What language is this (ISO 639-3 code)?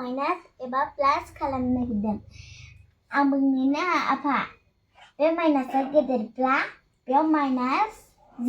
brx